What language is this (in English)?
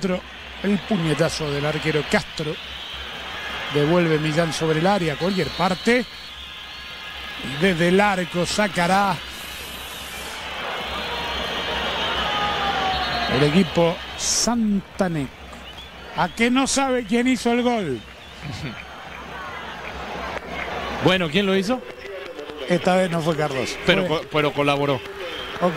Spanish